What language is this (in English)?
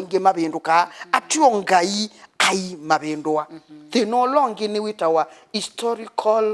Kamba